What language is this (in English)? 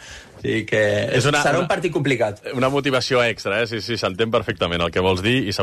Catalan